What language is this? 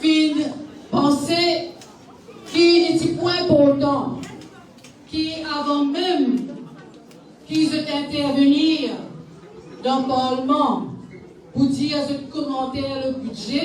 Morisyen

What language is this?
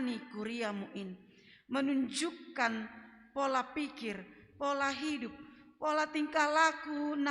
Batak Simalungun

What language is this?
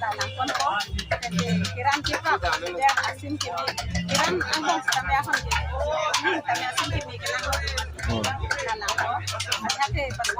Karbi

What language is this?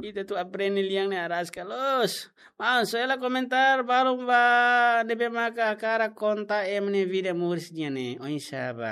Tetum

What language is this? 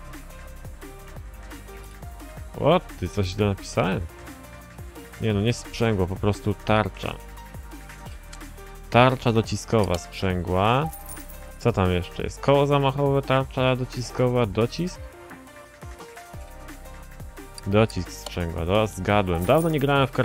Polish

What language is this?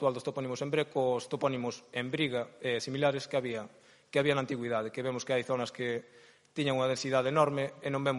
Galician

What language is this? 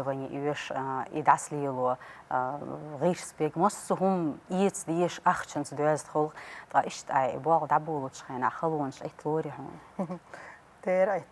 Chechen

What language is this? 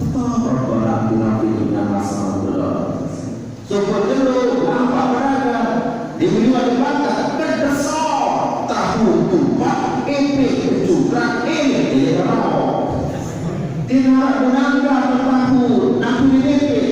Sasak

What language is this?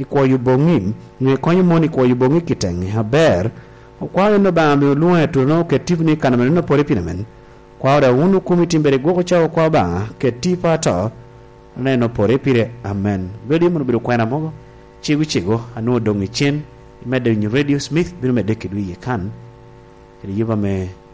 Lango (Uganda)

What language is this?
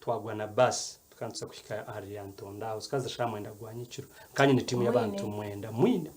Nyankole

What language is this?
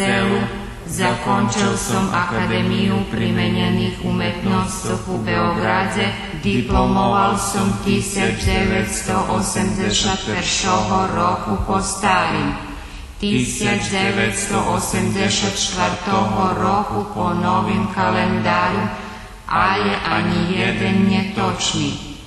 Rusyn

